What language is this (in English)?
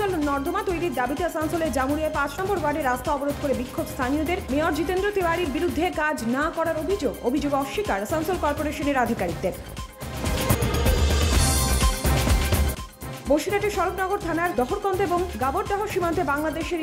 Bangla